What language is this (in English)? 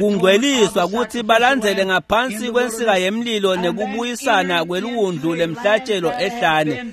Swati